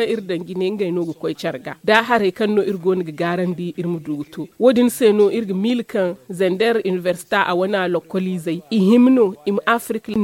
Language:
Zarma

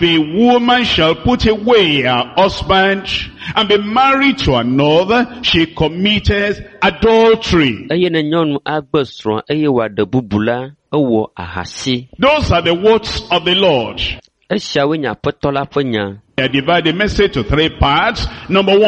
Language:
Ewe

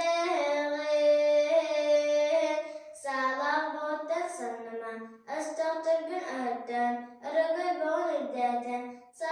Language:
Yakut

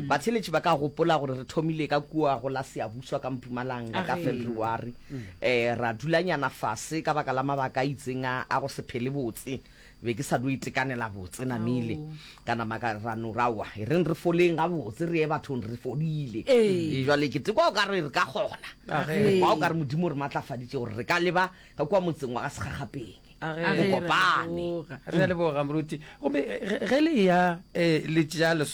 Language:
Northern Sotho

